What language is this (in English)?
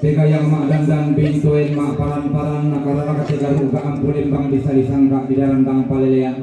Toraja-Sa'dan